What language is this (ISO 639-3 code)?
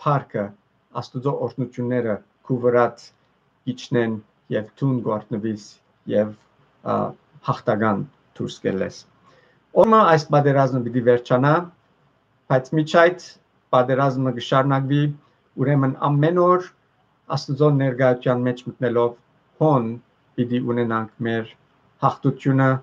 hyw